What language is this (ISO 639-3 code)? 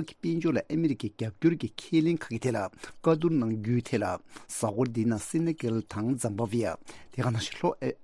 bod